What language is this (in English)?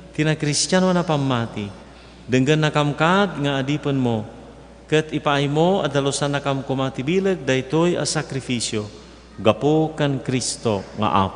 Iloko